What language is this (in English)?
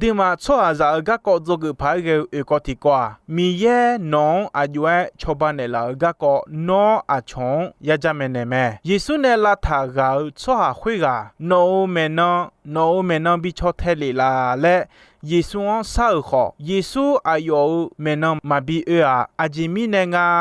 Akha